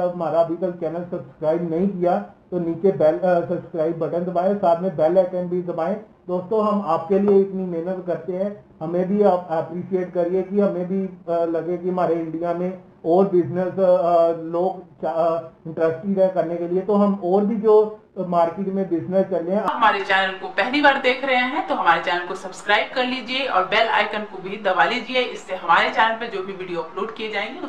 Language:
Hindi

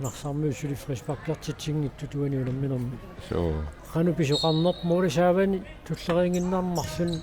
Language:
Kalaallisut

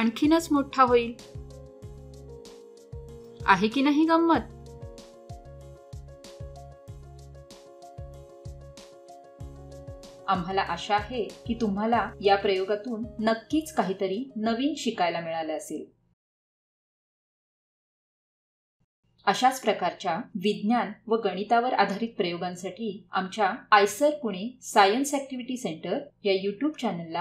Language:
Marathi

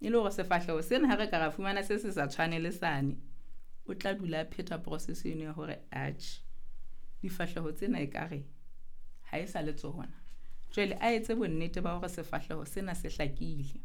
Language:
Southern Sotho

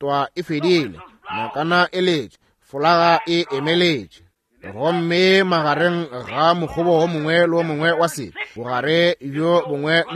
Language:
Northern Sotho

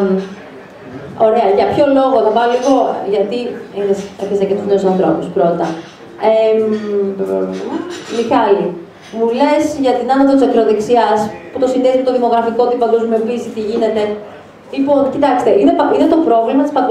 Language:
Greek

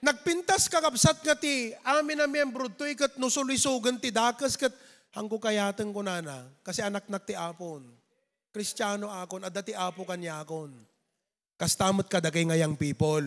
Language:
Iloko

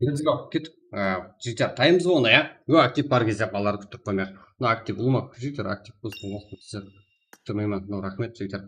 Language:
Kara-Kalpak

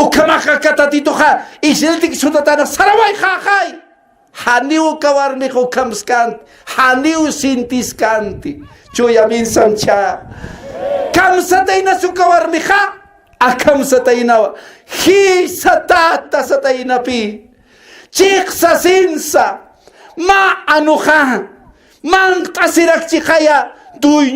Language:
Aymara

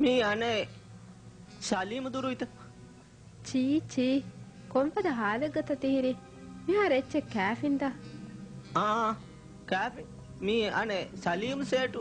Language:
Divehi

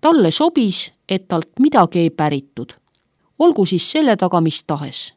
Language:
Estonian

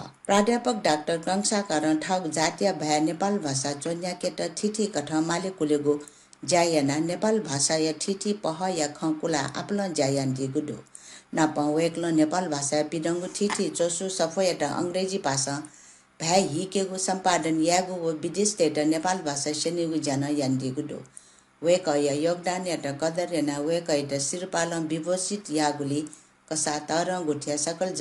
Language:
Newari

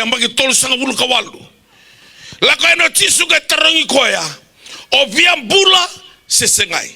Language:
Fijian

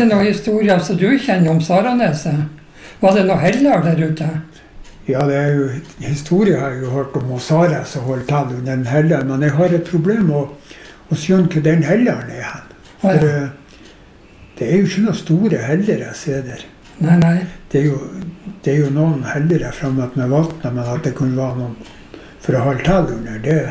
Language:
Norwegian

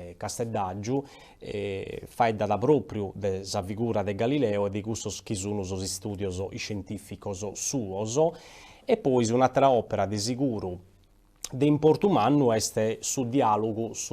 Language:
Sardinian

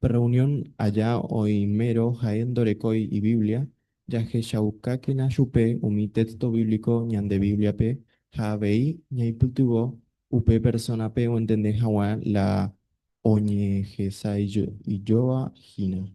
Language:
Guarani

